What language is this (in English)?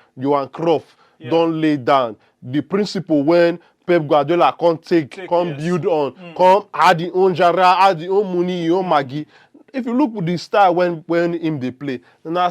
Nigerian Pidgin